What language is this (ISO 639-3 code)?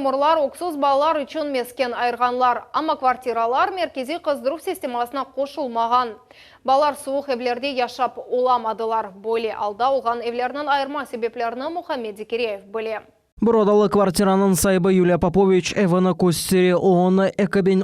crh